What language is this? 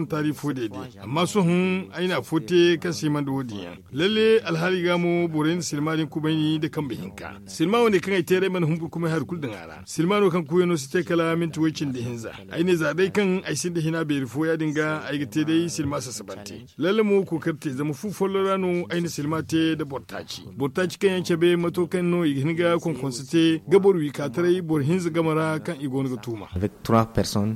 Zarma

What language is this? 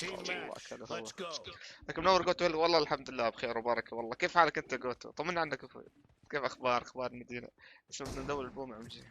North Levantine Arabic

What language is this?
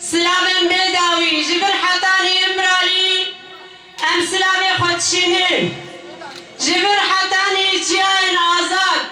Kurdish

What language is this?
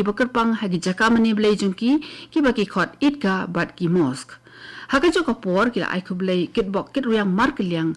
Khasi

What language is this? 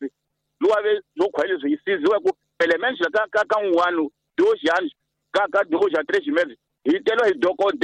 Tsonga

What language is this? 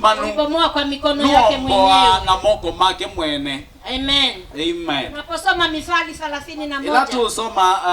Kamba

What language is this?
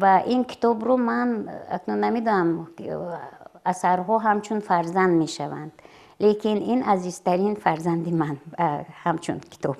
Tajik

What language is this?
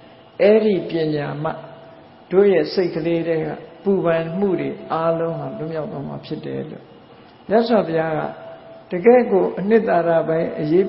Burmese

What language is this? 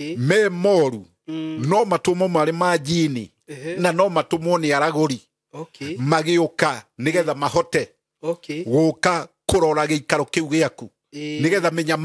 Kikuyu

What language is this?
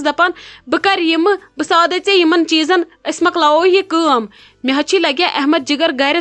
Kashmiri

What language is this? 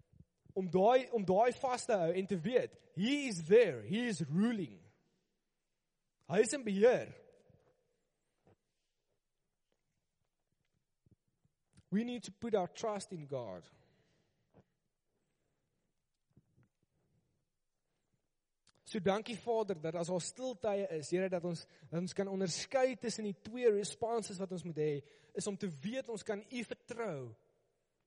Afrikaans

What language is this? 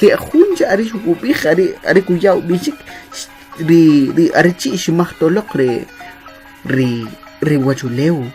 Kʼicheʼ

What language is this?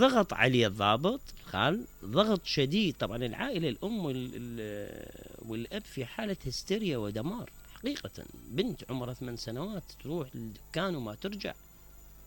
Mesopotamian Arabic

